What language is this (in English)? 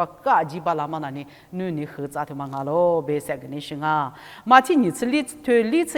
Lisu